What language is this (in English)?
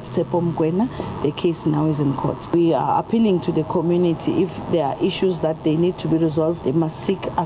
Venda